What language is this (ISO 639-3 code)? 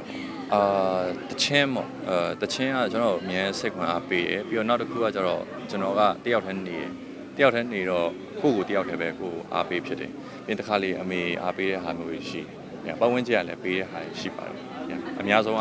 mya